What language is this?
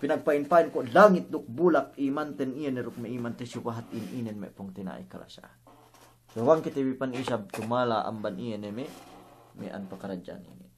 Yakan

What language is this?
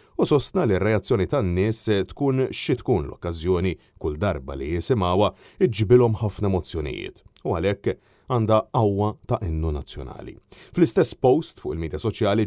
Maltese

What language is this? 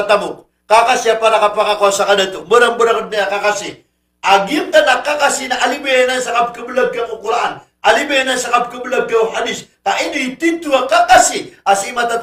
Maranao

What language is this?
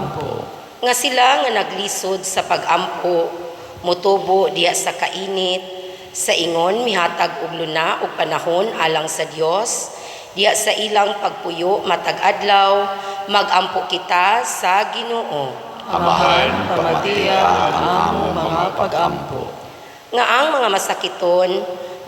Cebuano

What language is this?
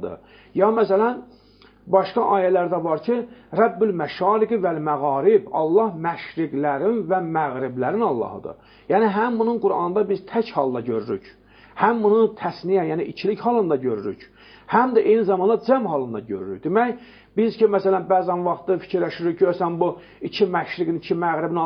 Azerbaijani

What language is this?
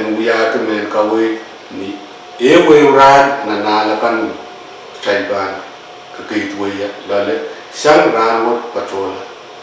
Pohnpeian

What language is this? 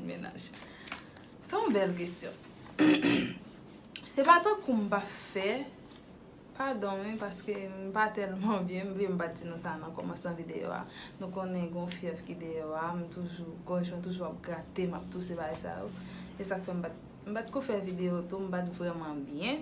Haitian Creole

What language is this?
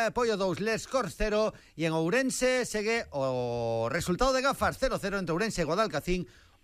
Galician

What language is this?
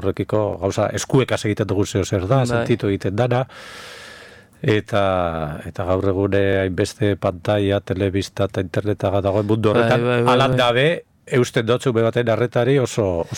Basque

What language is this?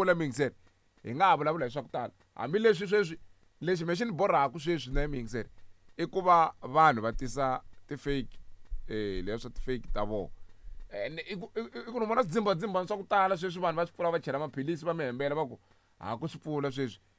Tsonga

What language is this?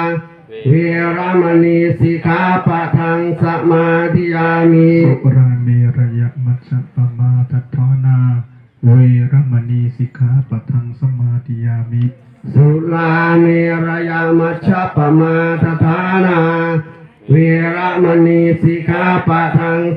Pali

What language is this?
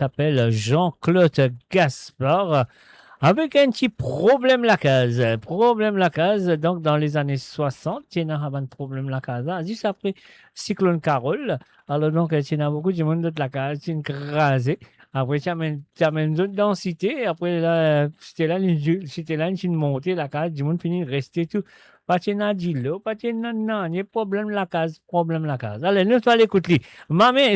Morisyen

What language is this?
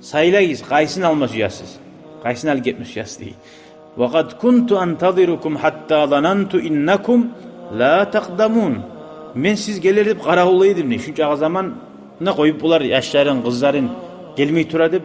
Kumyk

